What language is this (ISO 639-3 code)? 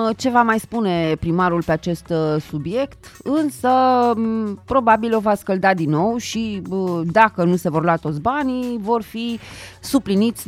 ron